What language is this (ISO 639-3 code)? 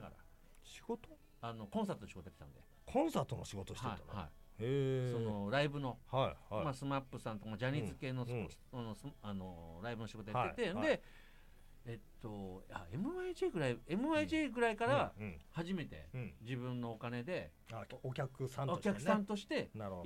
jpn